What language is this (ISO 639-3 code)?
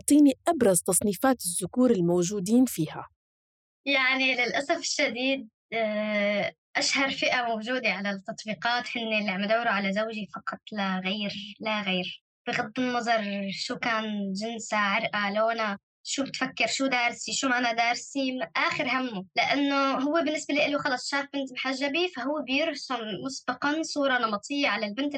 apc